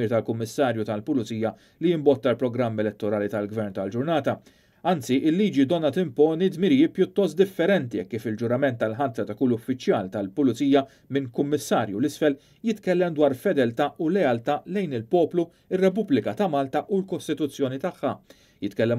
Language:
Maltese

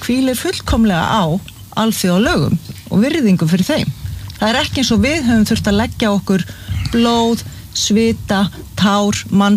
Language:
Icelandic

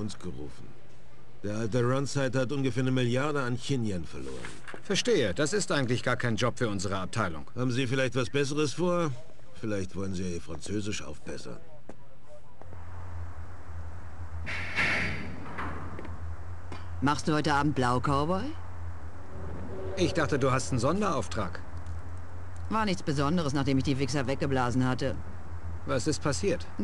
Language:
German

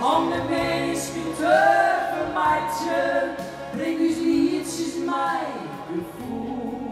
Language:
Western Frisian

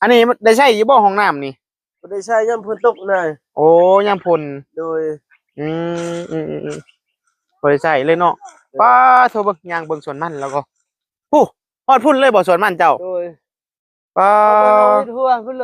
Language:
Northeastern Thai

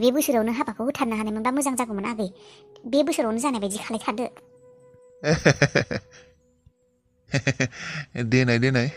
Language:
Bodo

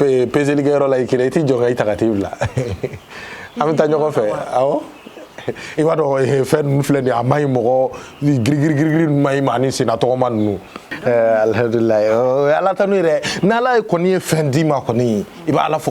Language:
Bambara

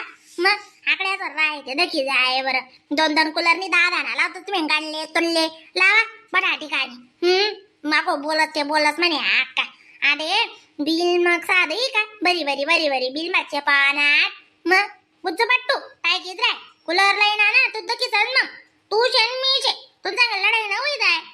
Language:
Khandesi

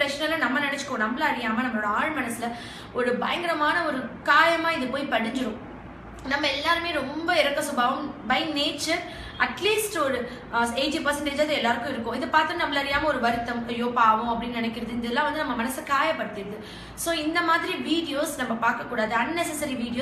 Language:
Tamil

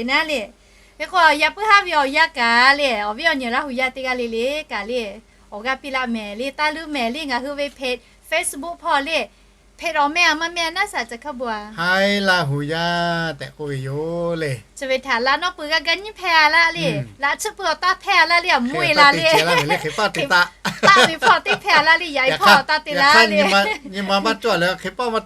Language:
Lahu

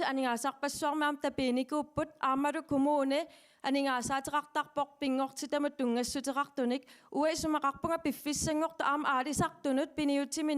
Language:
Kalaallisut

